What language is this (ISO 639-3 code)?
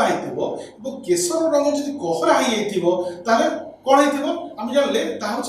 ori